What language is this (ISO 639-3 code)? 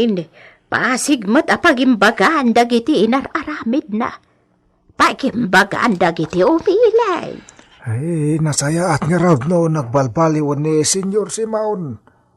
ilo